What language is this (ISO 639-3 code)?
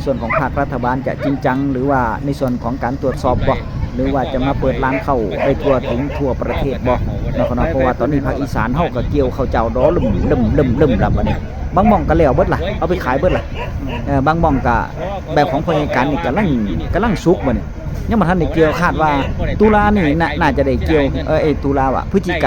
tts